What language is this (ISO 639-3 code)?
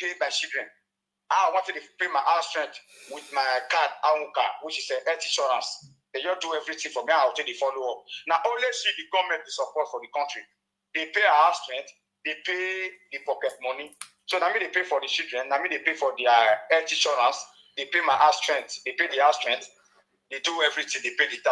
pcm